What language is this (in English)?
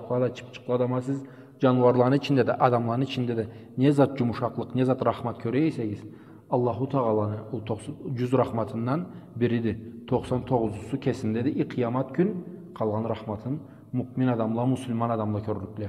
Karachay-Balkar